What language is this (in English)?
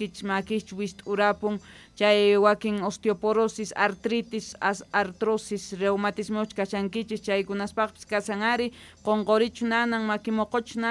South Bolivian Quechua